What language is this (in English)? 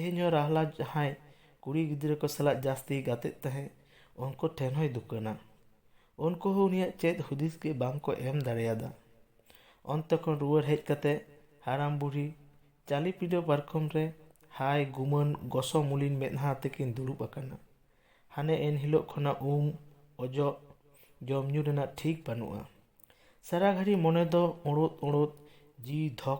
Santali